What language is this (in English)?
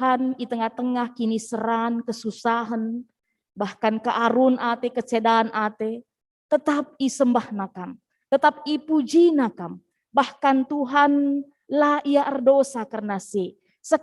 Batak Karo